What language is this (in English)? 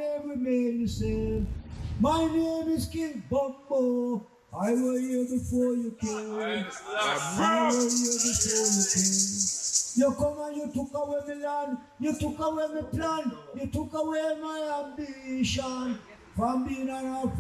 Jamaican Creole English